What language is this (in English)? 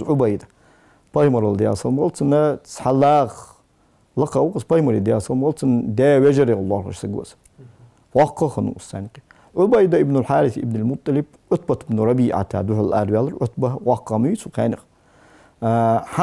Ingush